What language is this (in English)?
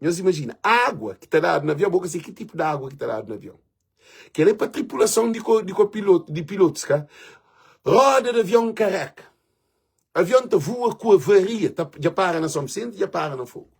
Kabuverdianu